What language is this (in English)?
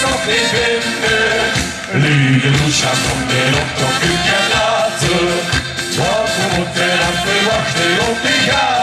Limburgish